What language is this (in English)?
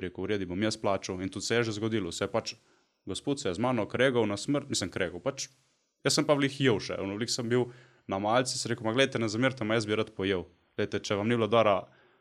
Slovenian